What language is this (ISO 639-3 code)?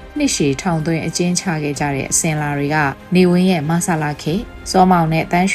mya